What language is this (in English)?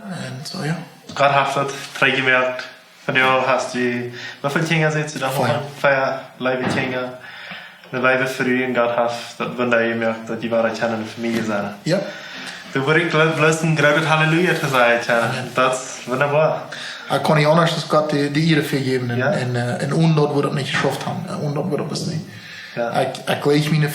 Plautdietsch